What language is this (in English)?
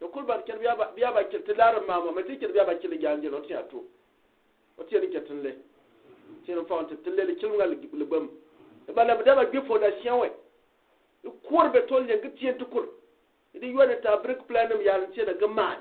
Gourmanchéma